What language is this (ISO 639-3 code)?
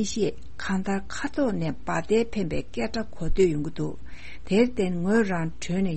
bod